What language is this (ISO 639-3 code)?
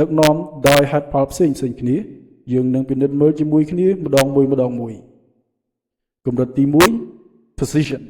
khm